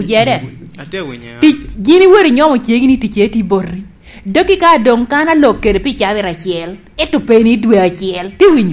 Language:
Lango (Uganda)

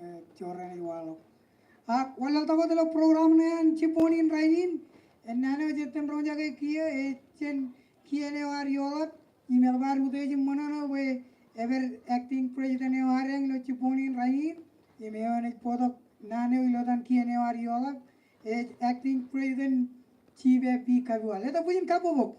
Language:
Marshallese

